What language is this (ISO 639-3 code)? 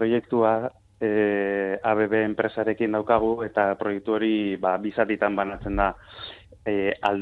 eus